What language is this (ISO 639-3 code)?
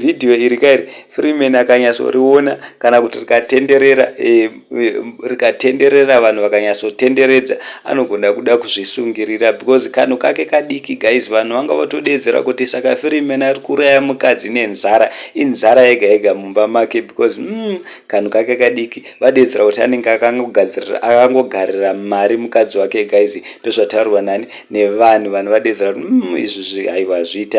sna